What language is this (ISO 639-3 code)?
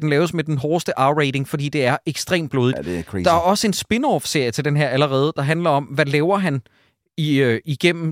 dan